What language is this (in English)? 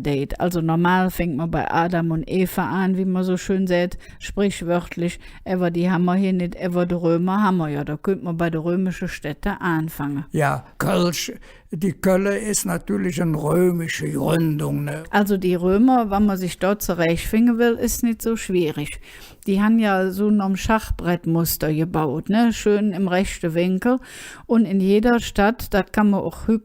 Colognian